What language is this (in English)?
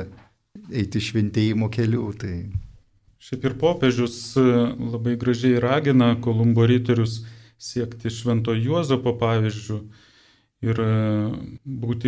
Lithuanian